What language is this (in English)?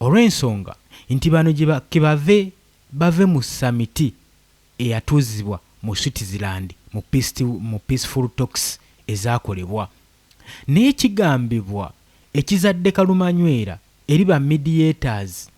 Ganda